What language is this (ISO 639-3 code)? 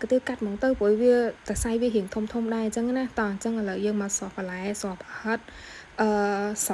khm